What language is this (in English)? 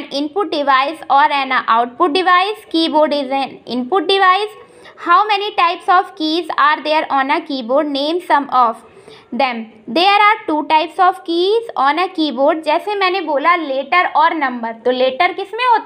Hindi